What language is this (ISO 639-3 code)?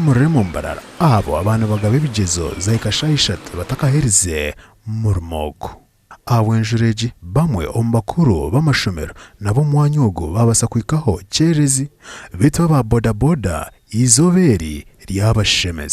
nyn